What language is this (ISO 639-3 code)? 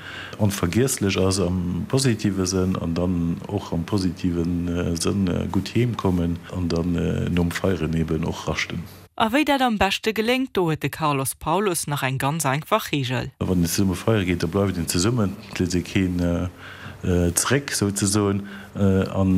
ltz